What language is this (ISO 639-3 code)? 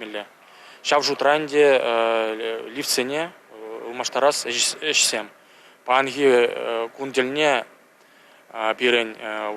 chv